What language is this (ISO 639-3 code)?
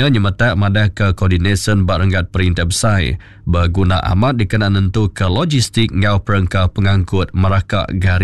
iba